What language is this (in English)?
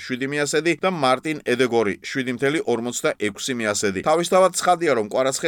Georgian